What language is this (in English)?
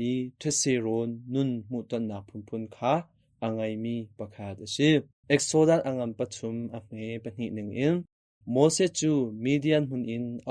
Hakha Chin